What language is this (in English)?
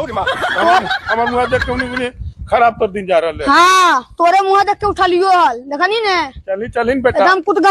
Magahi